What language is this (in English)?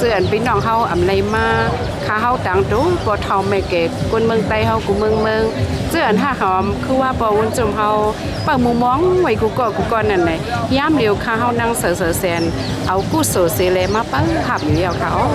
Shan